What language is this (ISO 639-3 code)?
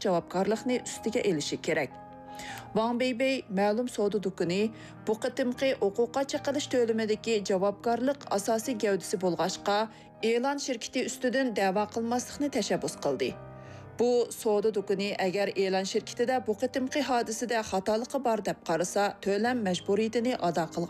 uig